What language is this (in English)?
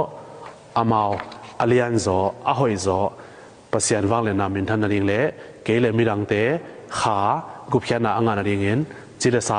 Tedim Chin